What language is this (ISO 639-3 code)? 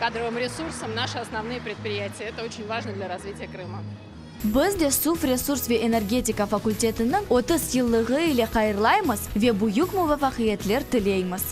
crh